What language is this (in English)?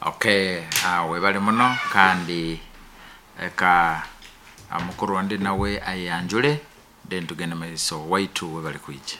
Nyankole